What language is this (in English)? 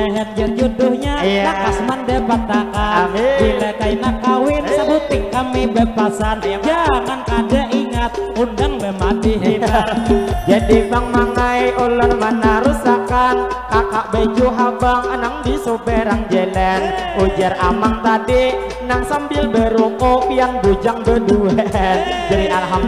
Banjar